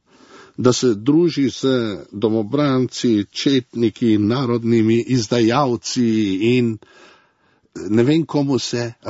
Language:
Slovenian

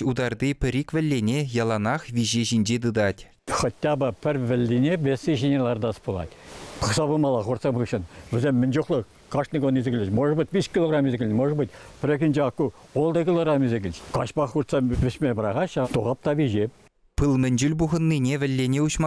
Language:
Chuvash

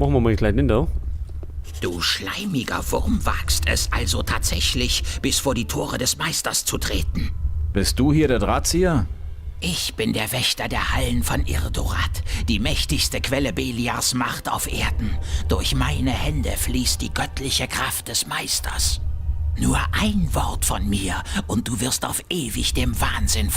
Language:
Bavarian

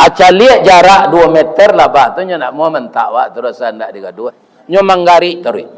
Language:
Minangkabau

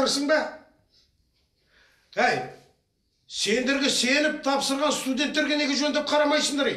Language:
Kazakh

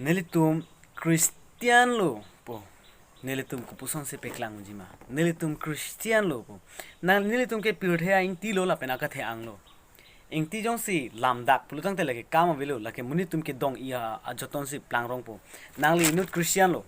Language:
Karbi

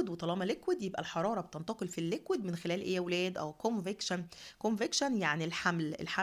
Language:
Egyptian Arabic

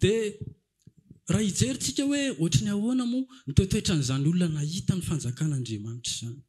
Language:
Malagasy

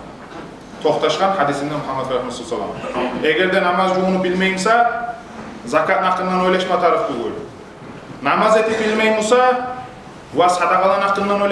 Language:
Kumyk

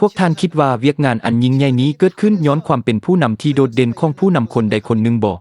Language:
Lao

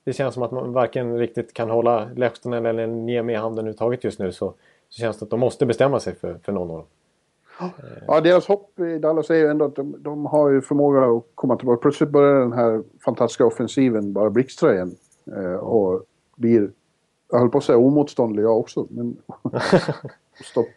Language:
Swedish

